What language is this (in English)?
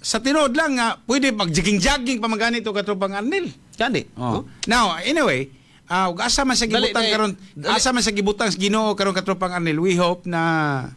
Cebuano